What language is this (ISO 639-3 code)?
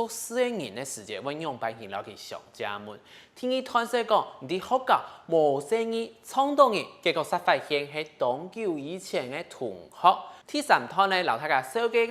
hak